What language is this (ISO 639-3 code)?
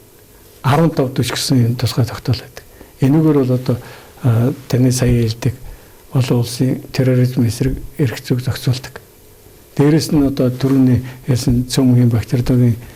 mon